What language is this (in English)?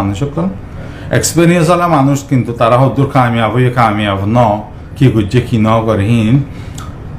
Rohingya